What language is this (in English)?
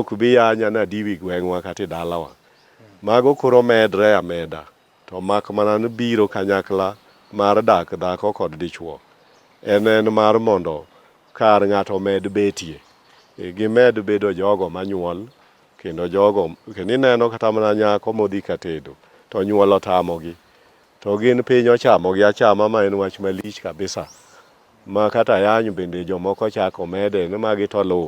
Luo (Kenya and Tanzania)